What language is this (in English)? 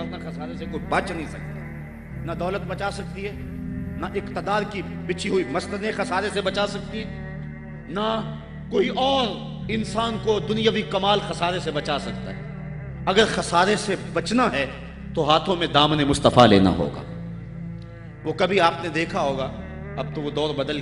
Urdu